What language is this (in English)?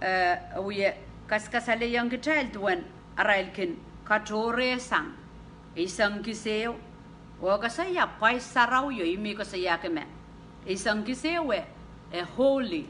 Pohnpeian